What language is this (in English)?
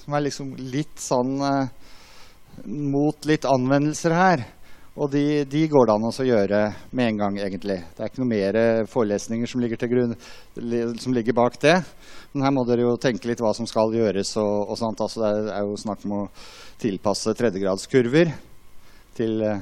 Norwegian